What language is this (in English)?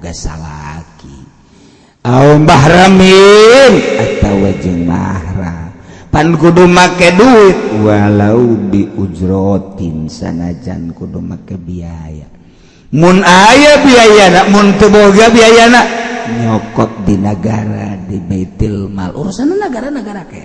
Sundanese